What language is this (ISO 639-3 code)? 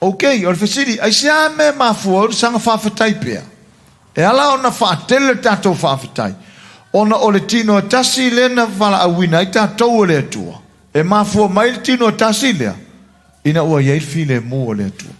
smo